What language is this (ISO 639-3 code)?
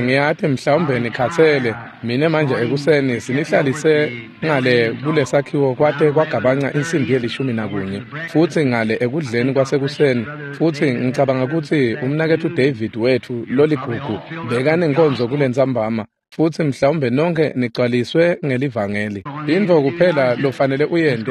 ssw